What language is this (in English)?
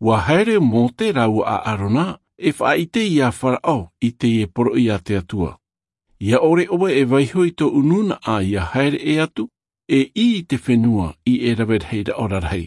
Tahitian